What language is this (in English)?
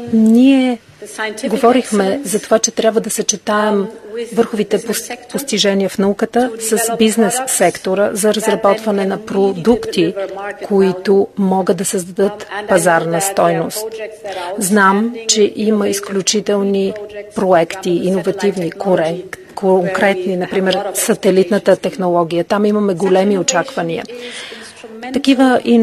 Bulgarian